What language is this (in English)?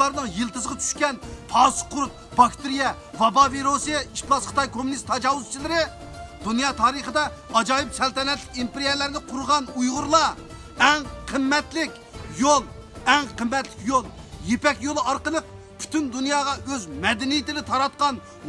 Uyghur